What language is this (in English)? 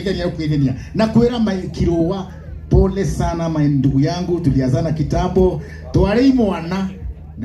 Kikuyu